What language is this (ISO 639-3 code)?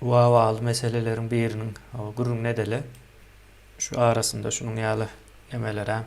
tuk